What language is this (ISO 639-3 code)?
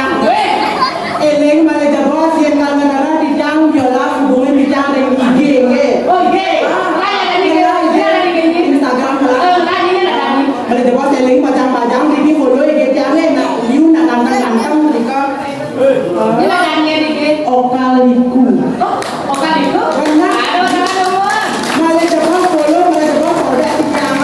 ban